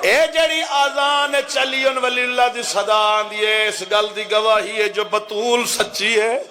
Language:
Saraiki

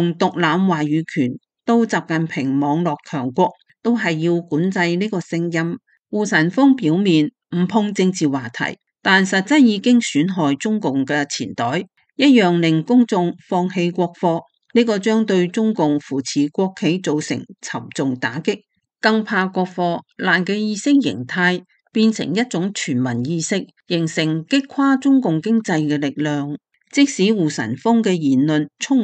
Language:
Cantonese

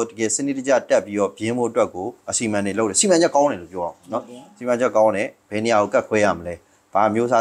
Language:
Burmese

